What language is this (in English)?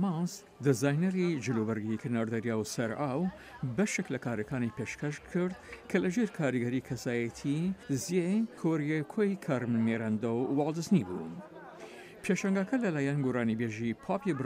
Central Kurdish